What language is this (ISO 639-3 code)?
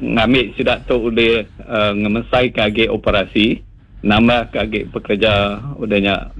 iba